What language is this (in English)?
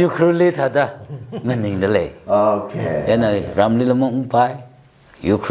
Tangkhul Naga (India)